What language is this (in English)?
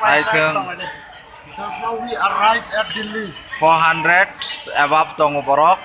Kok Borok